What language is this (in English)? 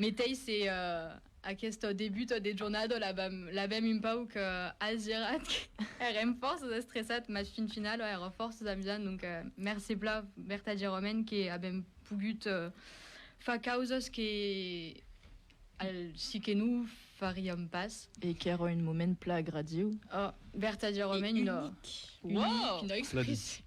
Occitan